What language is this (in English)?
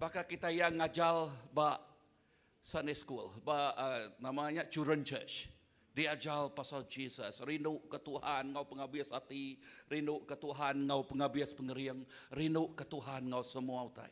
Iban